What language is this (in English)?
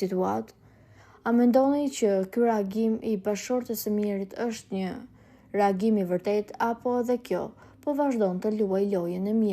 Albanian